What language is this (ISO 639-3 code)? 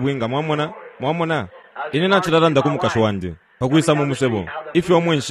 bem